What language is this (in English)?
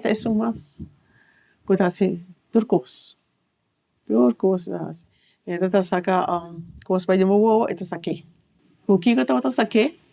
Papiamento